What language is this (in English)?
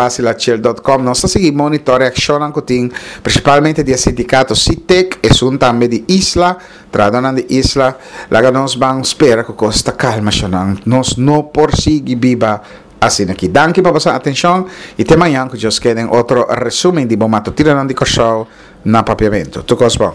Papiamento